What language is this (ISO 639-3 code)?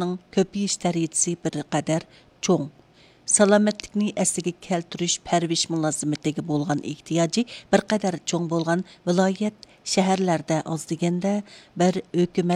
uig